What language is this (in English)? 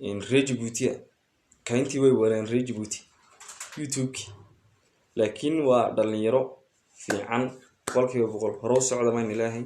Somali